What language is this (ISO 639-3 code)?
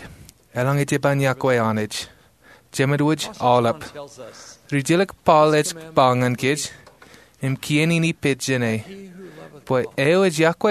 mah